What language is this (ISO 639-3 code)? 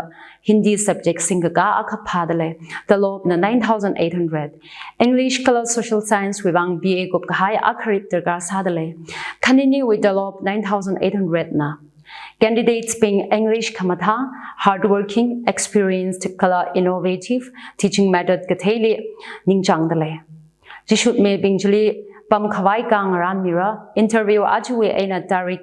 nmf